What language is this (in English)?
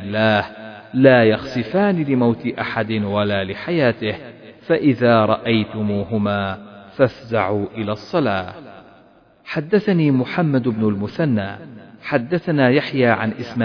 Arabic